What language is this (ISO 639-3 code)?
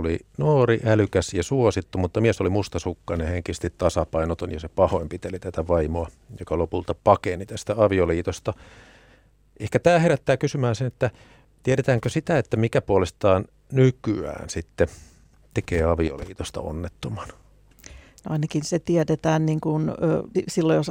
fin